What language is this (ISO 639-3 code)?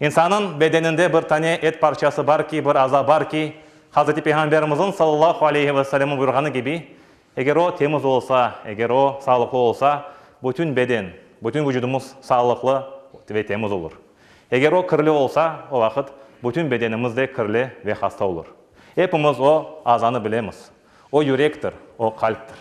crh